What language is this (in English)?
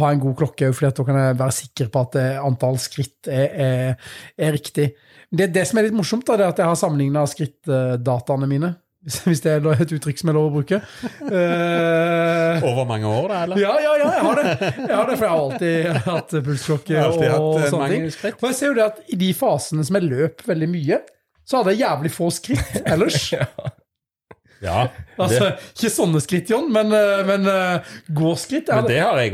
Norwegian